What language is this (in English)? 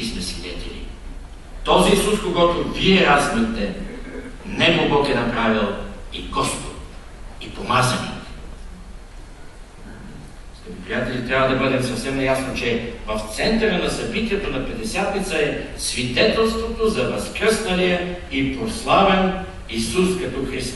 Bulgarian